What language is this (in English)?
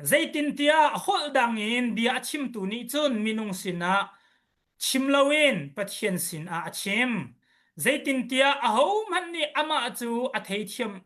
Hakha Chin